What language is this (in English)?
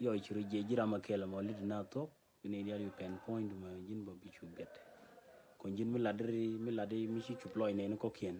Nuer